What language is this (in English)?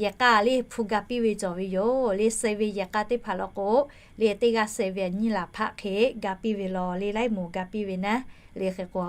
Lahu